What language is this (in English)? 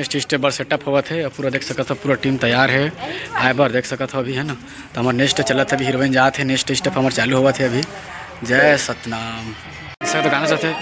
Chhattisgarhi